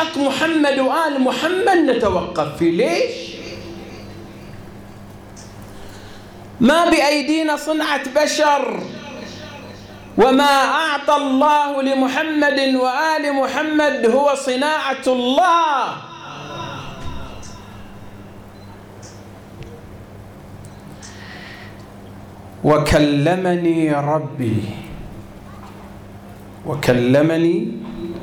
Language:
Arabic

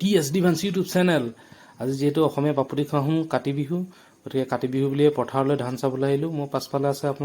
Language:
Assamese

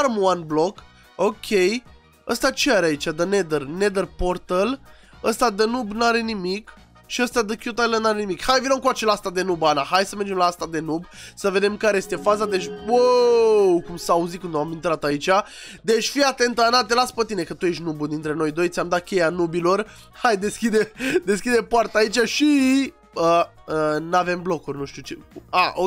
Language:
Romanian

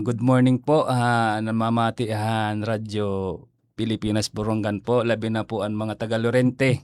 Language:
Waray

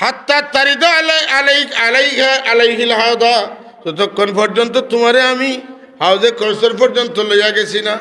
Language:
Sylheti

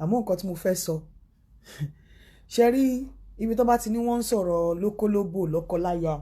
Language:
Yoruba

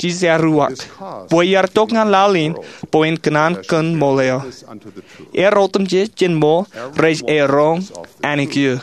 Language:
Marshallese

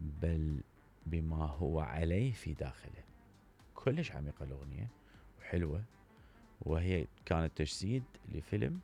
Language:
Mesopotamian Arabic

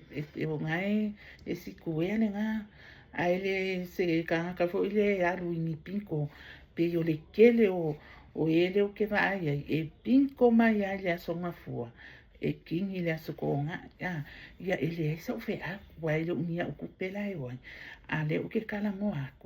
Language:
Samoan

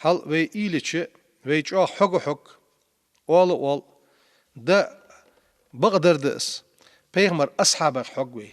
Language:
Ingush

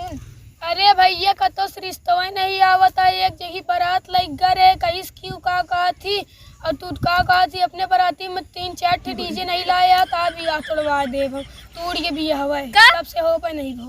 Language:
Awadhi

